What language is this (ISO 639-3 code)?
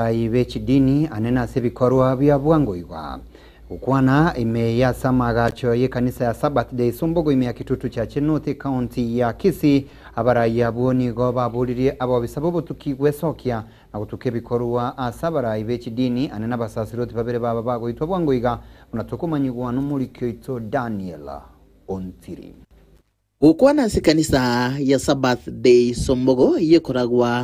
guz